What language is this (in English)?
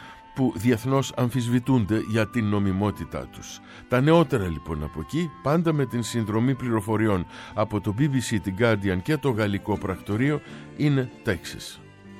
Greek